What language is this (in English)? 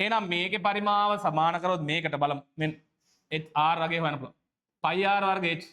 Sinhala